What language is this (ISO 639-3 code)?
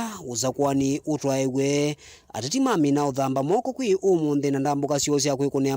kam